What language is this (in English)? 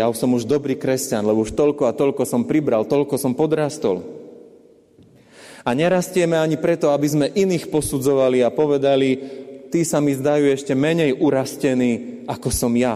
Slovak